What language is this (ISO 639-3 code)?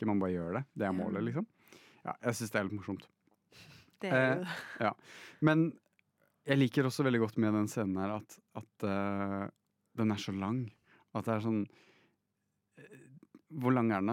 nor